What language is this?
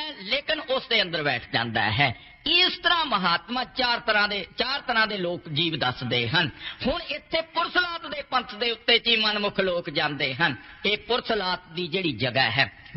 Punjabi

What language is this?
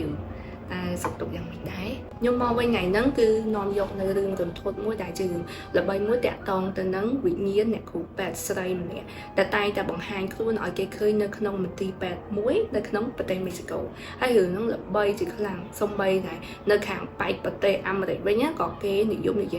Khmer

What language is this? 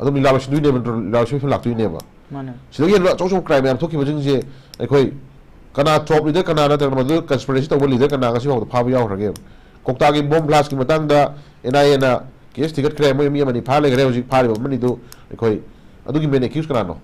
Manipuri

